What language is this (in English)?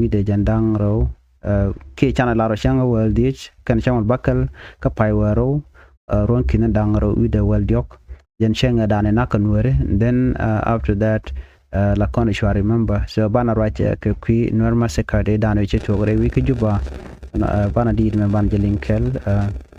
Nuer